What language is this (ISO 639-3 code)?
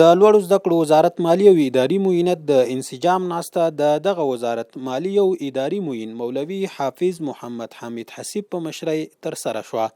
pus